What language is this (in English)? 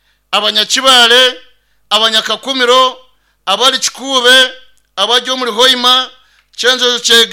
Nyankole